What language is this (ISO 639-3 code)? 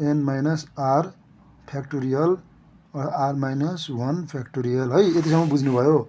nep